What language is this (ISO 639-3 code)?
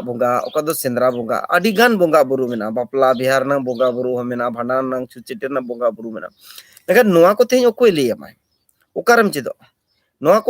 sat